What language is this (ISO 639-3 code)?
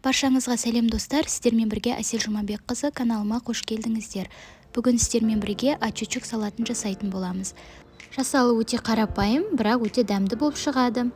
kaz